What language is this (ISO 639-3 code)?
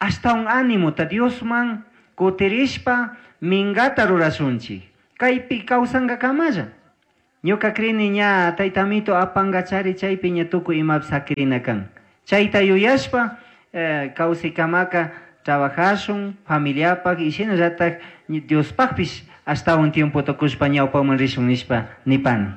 qug